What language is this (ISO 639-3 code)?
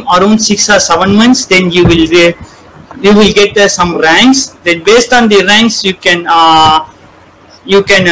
eng